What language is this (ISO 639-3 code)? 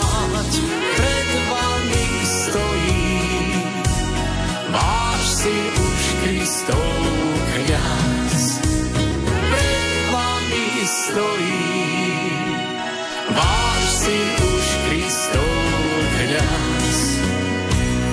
slk